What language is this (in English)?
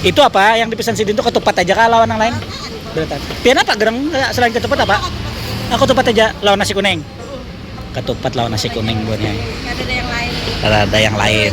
Banjar